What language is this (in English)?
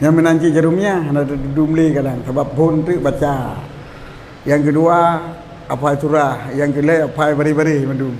Achinese